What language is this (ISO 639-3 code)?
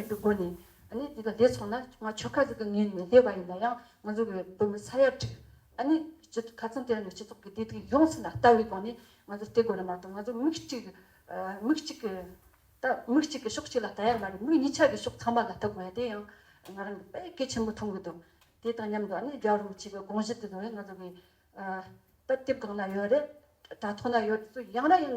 bod